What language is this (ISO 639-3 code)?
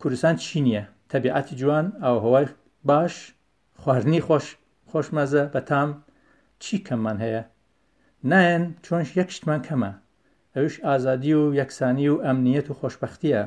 ckb